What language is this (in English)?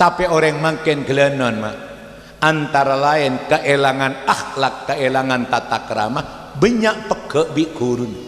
Madurese